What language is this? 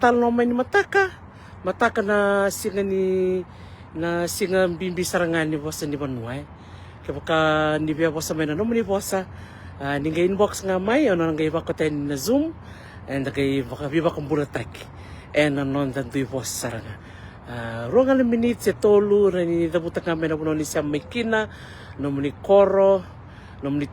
Fijian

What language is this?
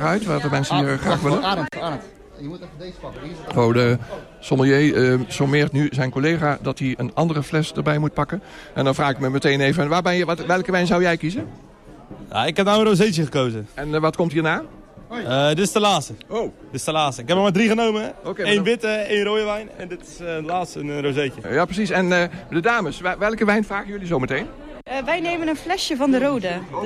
Dutch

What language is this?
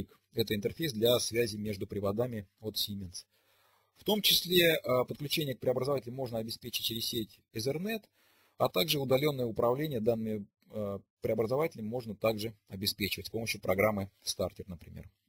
Russian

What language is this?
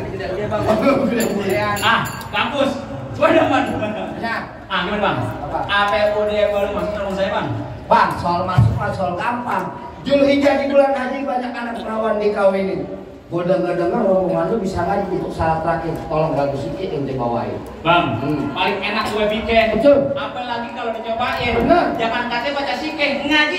Betawi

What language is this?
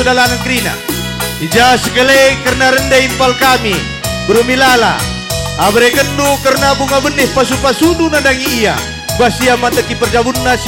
Batak Karo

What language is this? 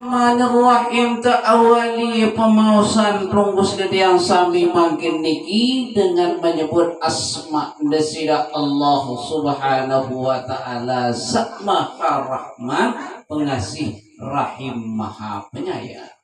Sasak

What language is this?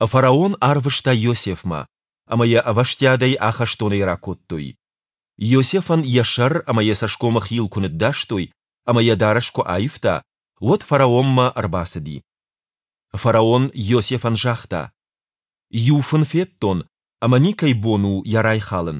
Ossetic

